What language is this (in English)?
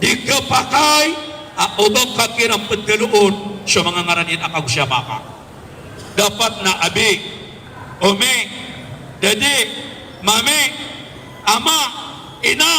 Maranao